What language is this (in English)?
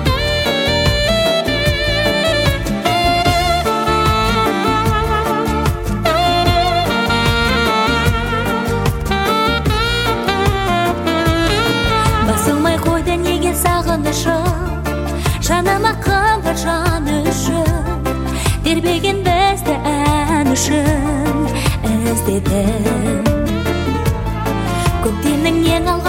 Kazakh